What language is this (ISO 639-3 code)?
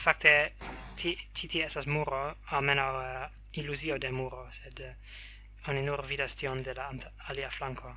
epo